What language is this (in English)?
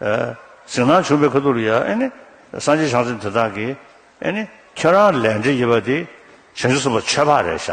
Tibetan